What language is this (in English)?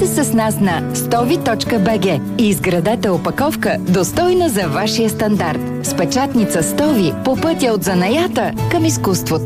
Bulgarian